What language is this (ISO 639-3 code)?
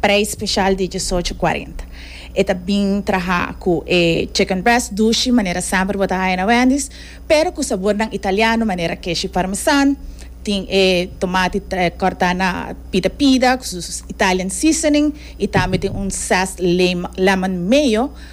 pap